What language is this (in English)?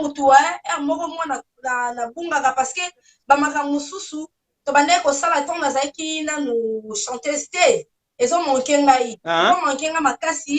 Lingala